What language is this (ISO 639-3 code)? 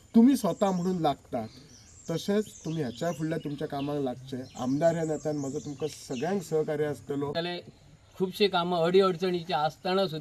kok